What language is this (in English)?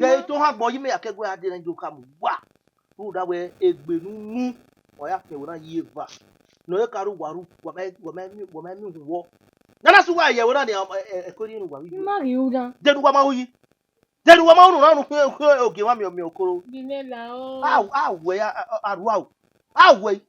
Bini